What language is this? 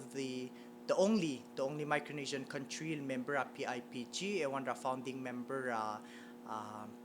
Palauan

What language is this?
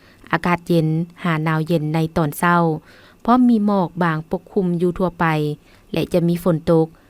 Lao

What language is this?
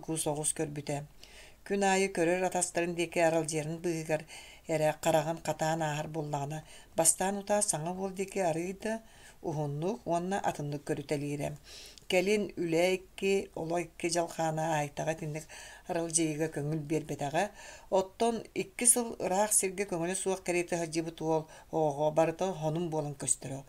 Yakut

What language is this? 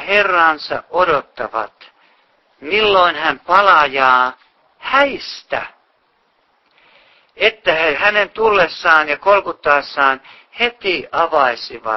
Finnish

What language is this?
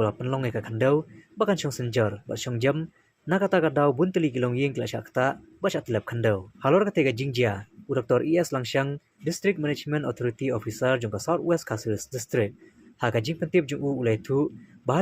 Khasi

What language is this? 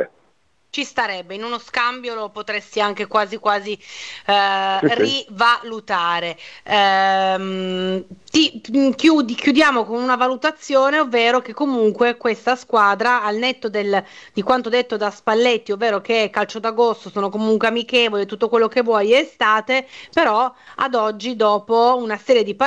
Italian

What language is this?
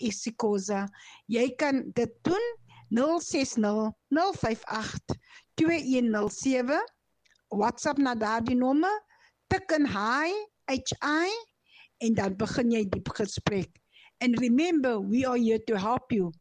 Afrikaans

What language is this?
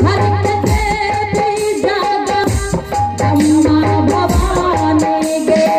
Angika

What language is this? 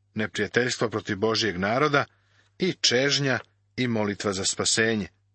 Serbian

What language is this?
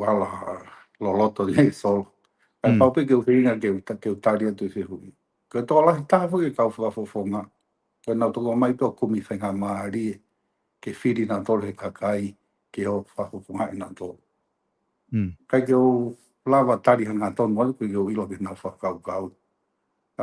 Tongan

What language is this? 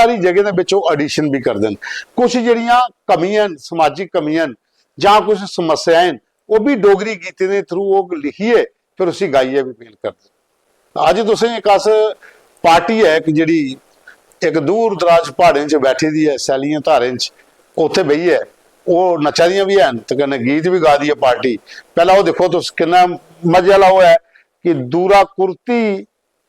Dogri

